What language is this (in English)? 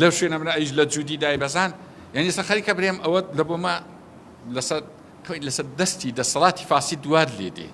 Central Kurdish